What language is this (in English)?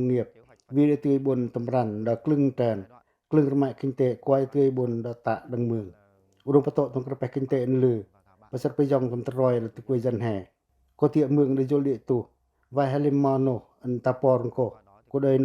Pacoh